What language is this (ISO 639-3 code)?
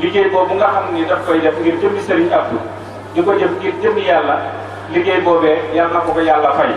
wol